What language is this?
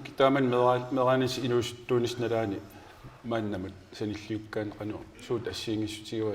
Kalaallisut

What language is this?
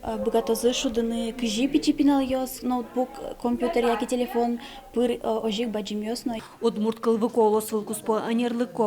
Udmurt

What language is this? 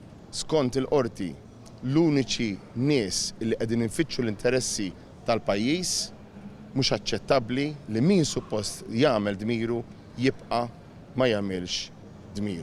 Maltese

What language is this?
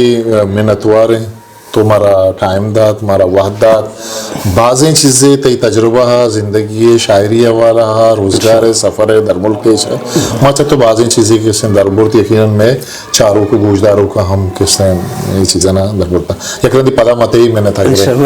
Eastern Balochi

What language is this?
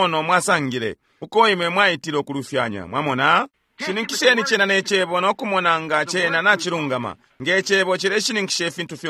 Bemba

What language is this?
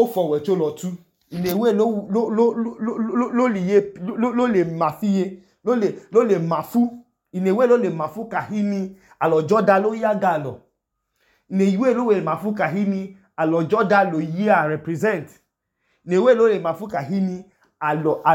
Idoma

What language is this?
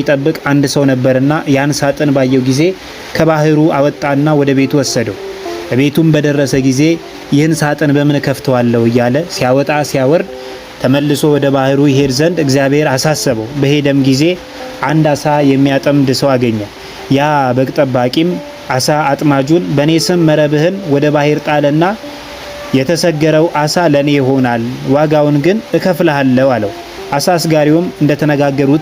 Amharic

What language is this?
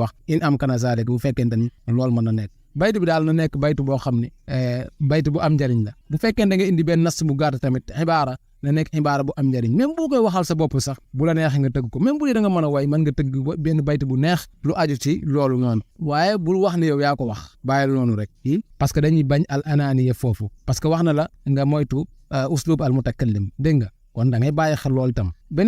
Wolof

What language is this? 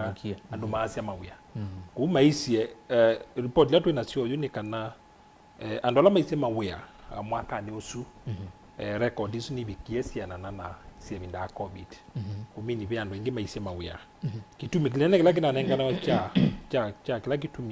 Kamba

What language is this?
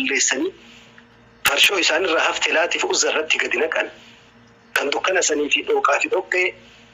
Oromo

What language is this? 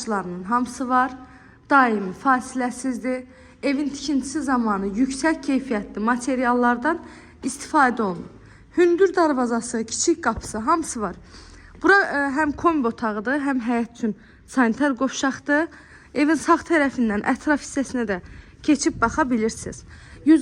Azerbaijani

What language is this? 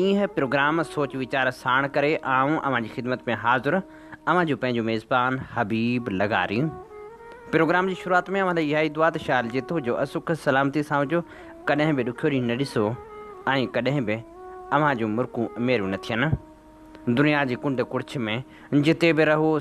Sindhi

